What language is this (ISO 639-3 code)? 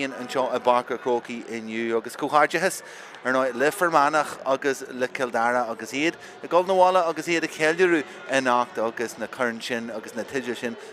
gle